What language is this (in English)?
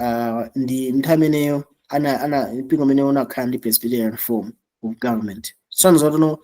Nyanja